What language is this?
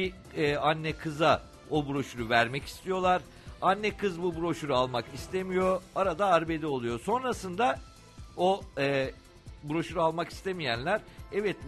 Turkish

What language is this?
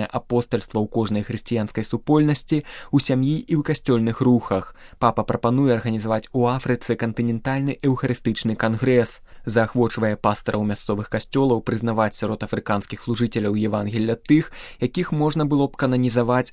Belarusian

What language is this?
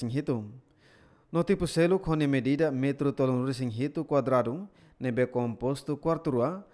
Tetum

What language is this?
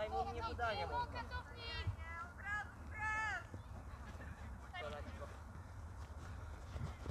Polish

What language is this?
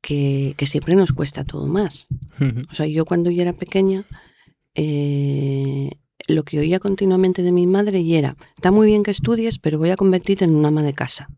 Asturian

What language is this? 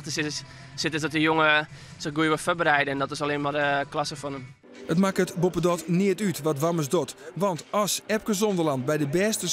Western Frisian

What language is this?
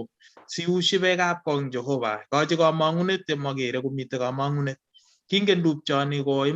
Kalenjin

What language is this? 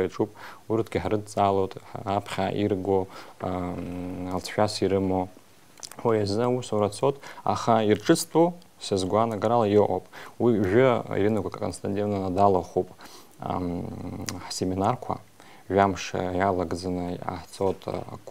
Abkhazian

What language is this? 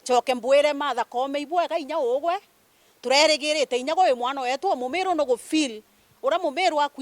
Meru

